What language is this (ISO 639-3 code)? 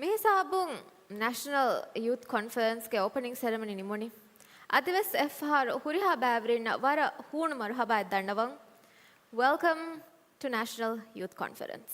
div